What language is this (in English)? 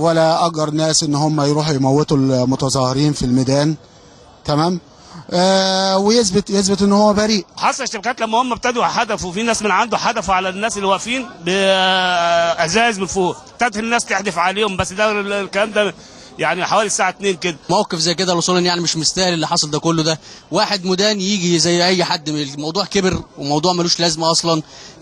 Egyptian Arabic